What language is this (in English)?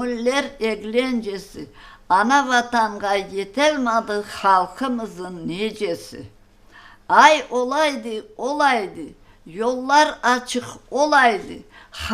Crimean Tatar